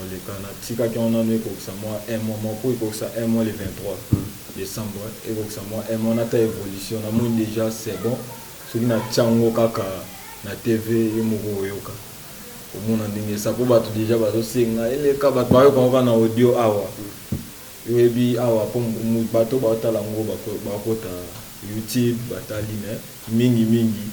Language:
Lingala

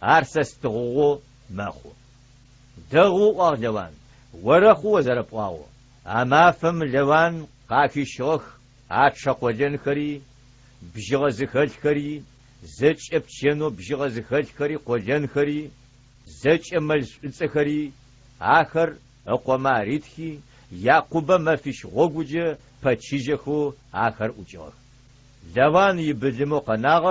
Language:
Adyghe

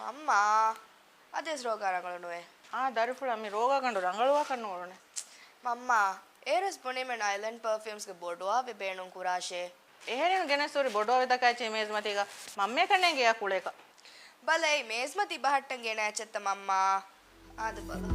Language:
Divehi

